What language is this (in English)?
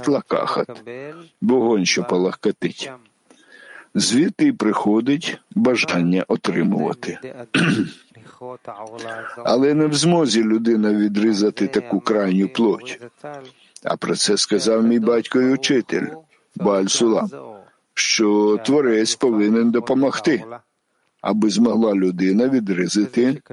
Ukrainian